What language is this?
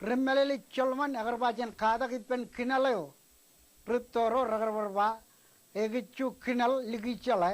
Marshallese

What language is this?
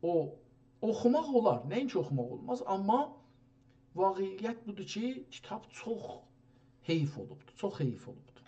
South Azerbaijani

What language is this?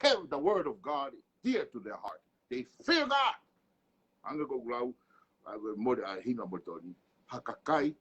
Tongan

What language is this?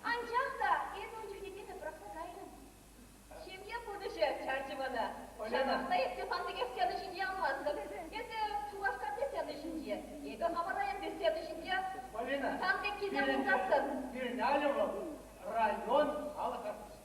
Chuvash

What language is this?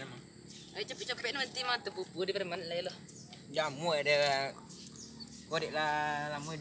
Minangkabau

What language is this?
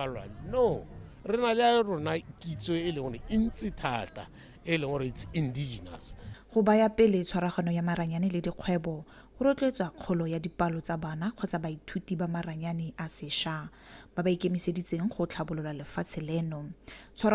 Tswana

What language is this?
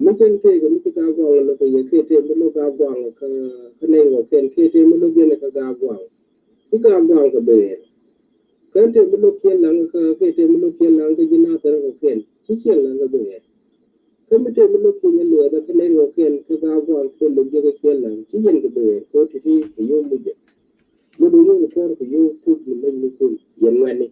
Nuer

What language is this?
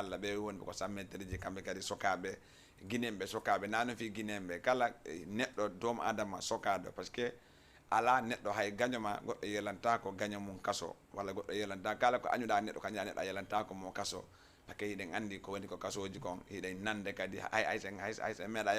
Fula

